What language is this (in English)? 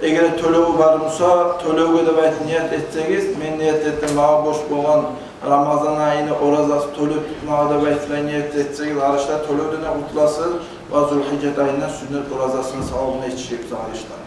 Kumyk